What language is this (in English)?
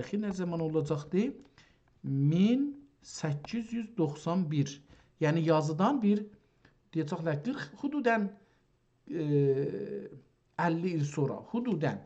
South Azerbaijani